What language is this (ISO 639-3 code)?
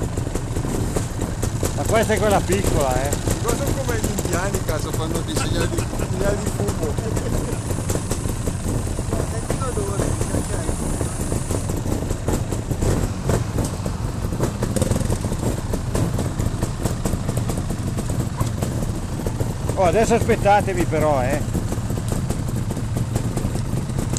ita